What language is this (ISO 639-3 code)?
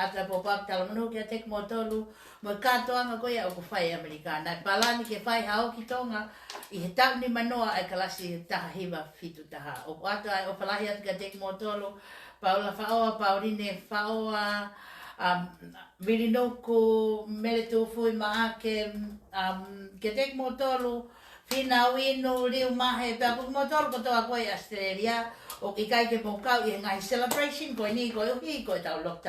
ton